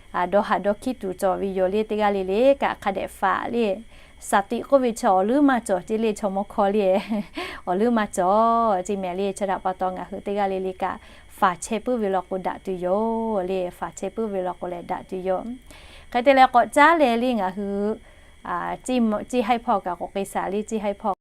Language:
Lahu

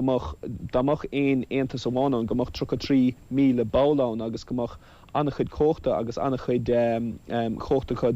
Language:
Irish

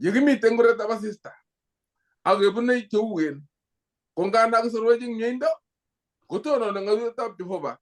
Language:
Kalenjin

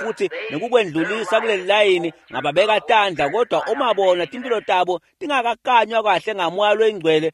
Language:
Swati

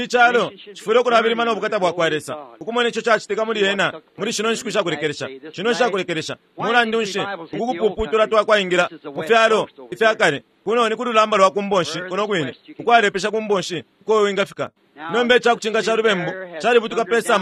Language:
Bemba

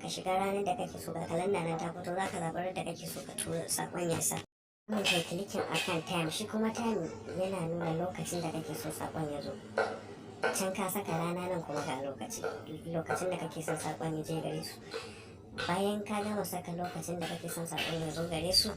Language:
Hausa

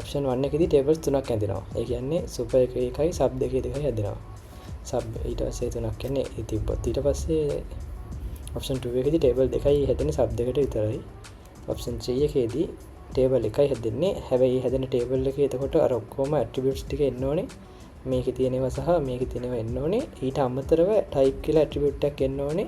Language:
Sinhala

